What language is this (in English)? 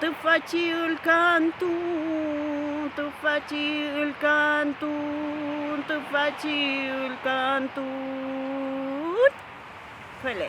Mapuche